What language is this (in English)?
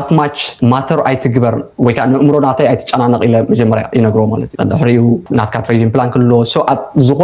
Tigrinya